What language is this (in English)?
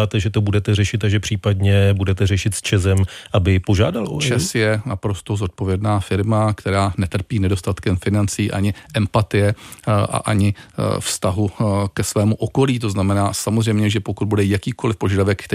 Czech